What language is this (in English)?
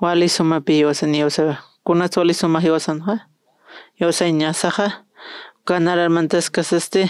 Aymara